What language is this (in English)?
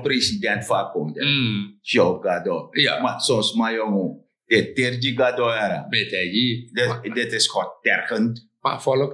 Sranan Tongo